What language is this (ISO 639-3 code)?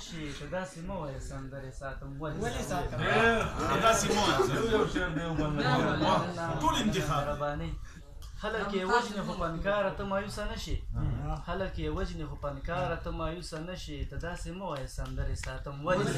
pus